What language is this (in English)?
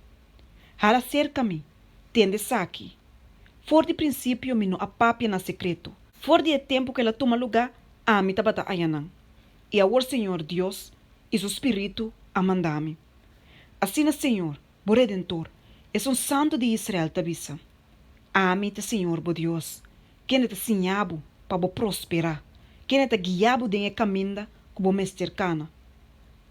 Papiamento